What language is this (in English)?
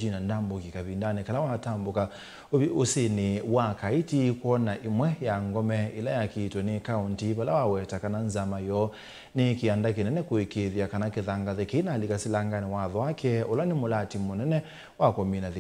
Kamba